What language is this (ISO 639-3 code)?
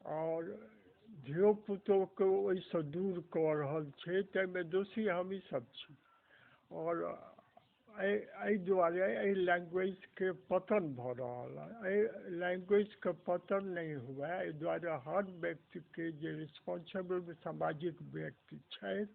mai